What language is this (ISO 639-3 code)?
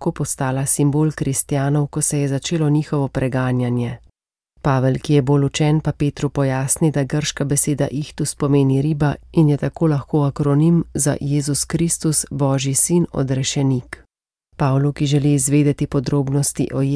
slv